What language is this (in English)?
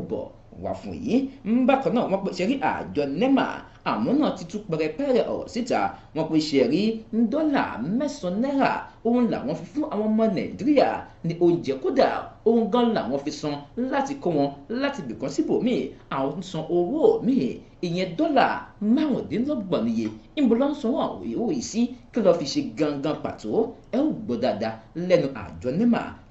Yoruba